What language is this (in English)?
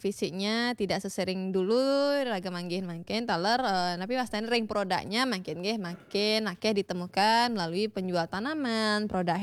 Balinese